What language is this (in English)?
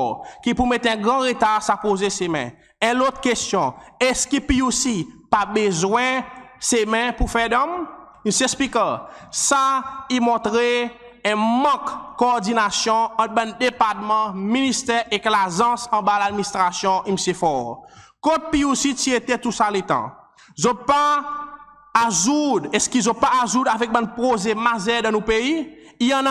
Seselwa Creole French